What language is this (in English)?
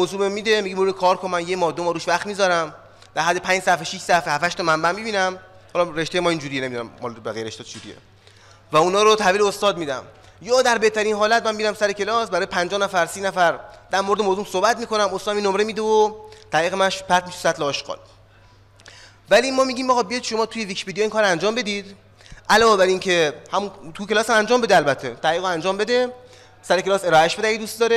Persian